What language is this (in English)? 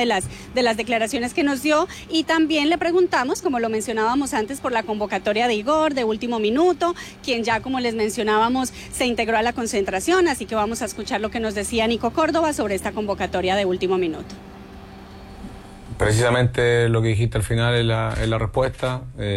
Spanish